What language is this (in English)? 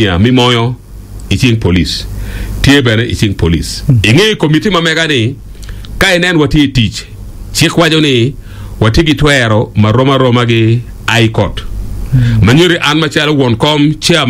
Acoli